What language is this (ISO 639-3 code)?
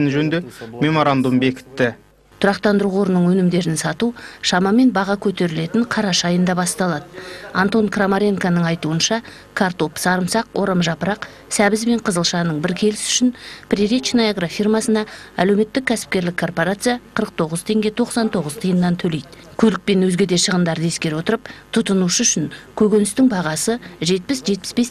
kaz